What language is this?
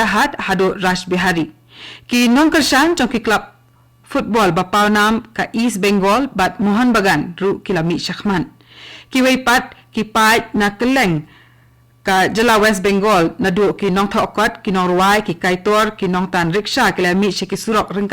Khasi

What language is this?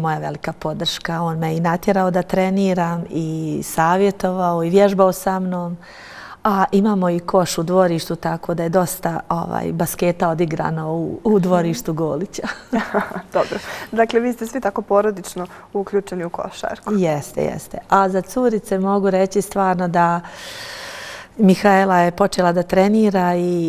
Bosnian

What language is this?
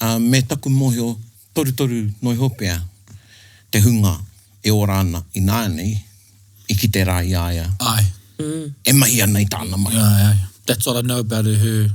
Māori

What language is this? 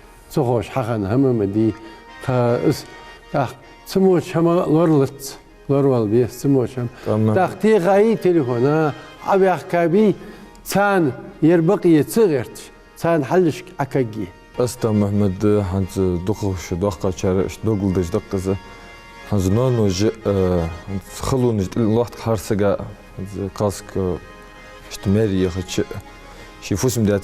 Ingush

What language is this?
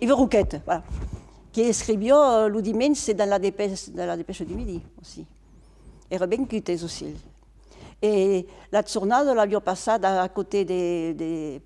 Occitan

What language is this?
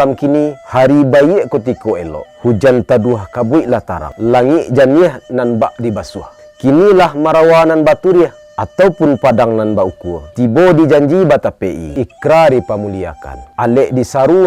Minangkabau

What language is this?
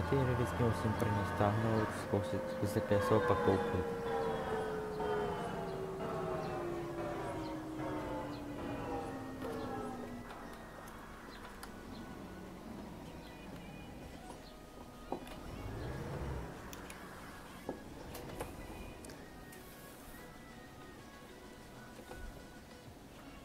Czech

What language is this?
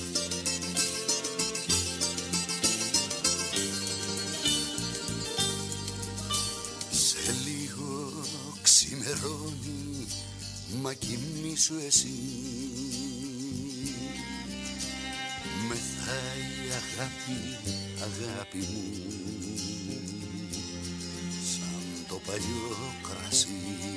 Greek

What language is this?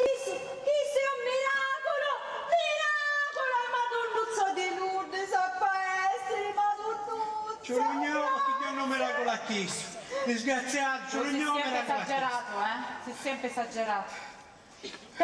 Sicilian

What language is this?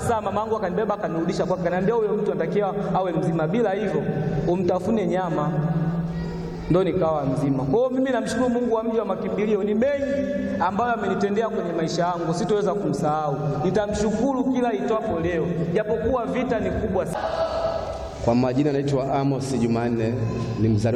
Swahili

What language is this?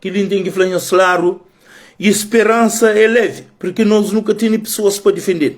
Kabuverdianu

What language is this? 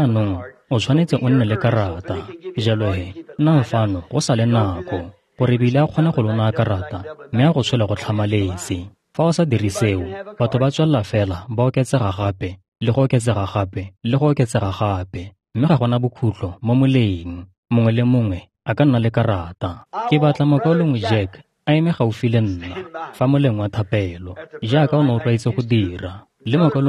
Tswana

